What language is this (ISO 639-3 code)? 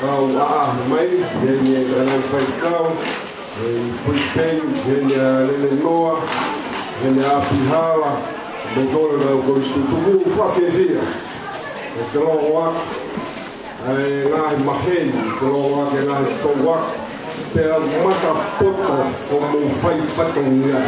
ton